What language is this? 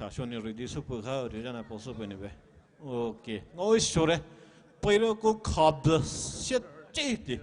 Poumei Naga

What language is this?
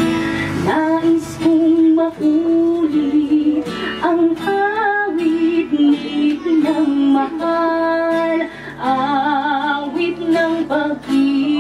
Bikol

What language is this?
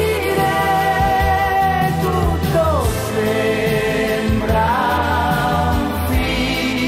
Italian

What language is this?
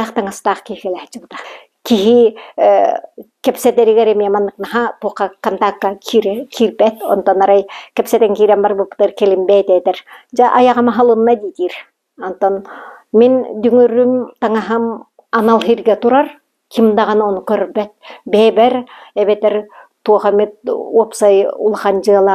Yakut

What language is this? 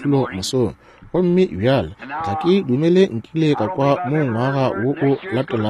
Northern Sotho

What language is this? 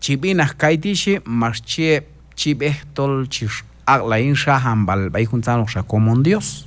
Q'anjob'al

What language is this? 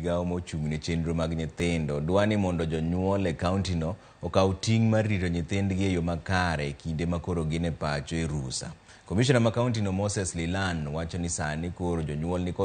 Luo (Kenya and Tanzania)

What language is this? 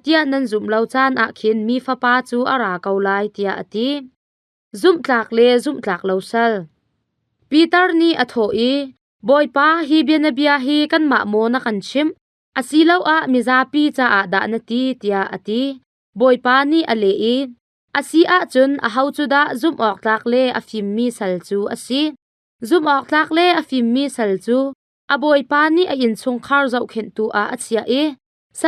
Hakha Chin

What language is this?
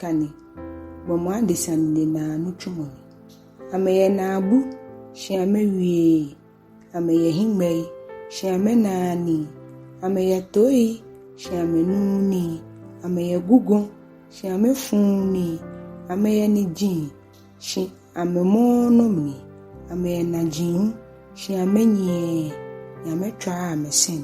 Ga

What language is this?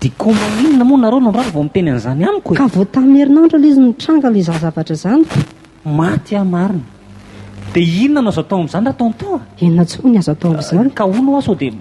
Malagasy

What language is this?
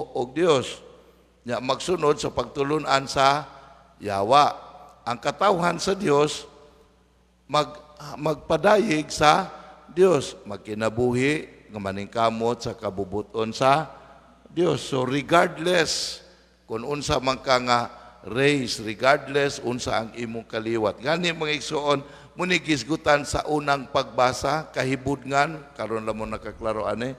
Cebuano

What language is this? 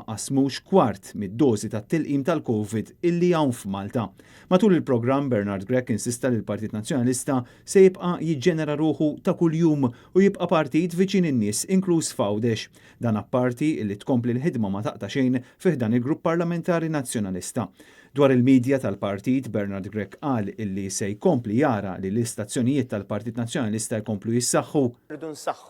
Maltese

